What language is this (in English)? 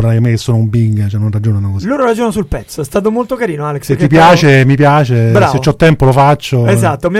Italian